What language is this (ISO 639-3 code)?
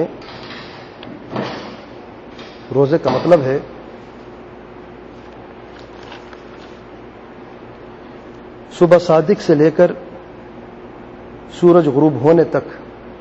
urd